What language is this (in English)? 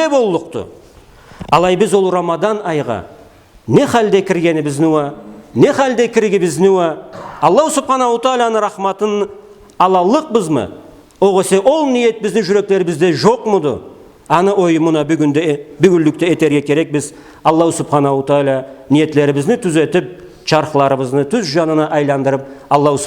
Karachay-Balkar